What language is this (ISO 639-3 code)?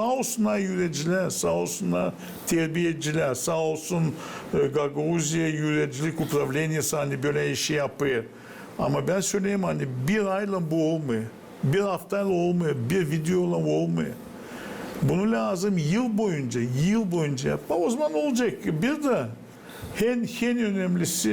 gag